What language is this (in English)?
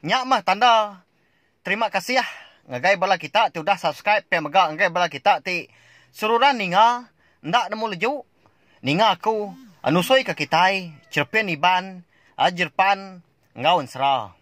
Iban